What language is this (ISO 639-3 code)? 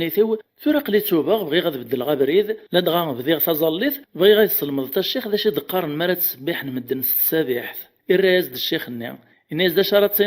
kab